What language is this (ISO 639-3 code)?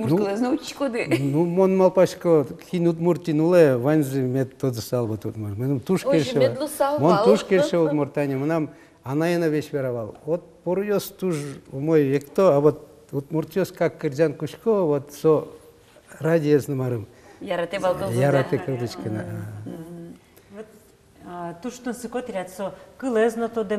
udm